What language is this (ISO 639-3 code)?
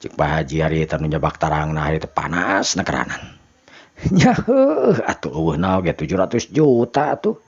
sun